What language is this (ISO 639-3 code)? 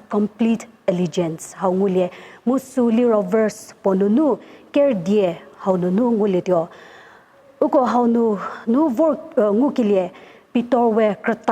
njm